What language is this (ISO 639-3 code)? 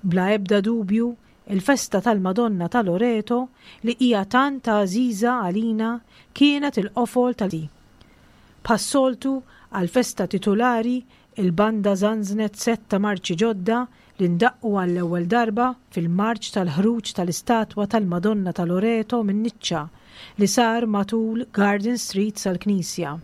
mlt